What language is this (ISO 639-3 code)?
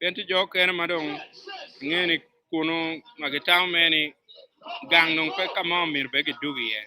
ach